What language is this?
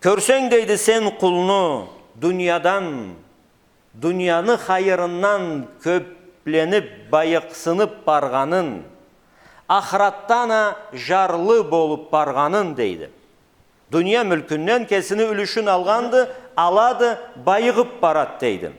Karachay-Balkar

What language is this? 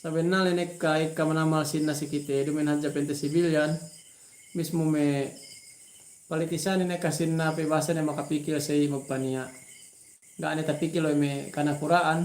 Yakan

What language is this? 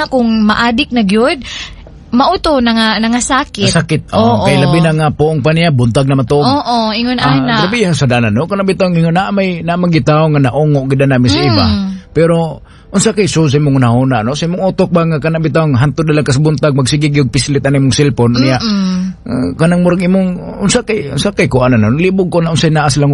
Cebuano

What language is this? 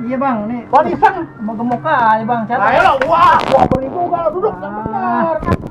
Betawi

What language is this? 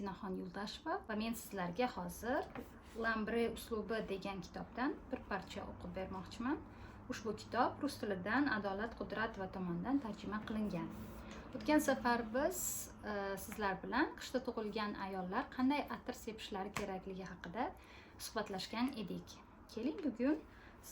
Uzbek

